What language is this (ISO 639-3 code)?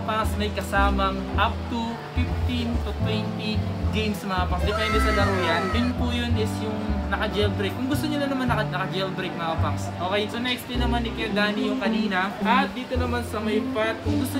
fil